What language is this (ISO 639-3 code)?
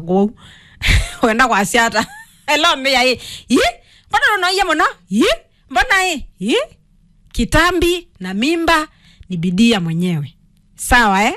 kam